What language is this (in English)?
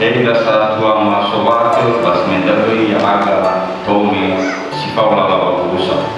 Nias